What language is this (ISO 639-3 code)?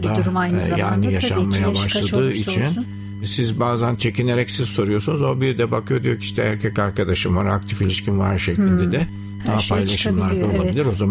tur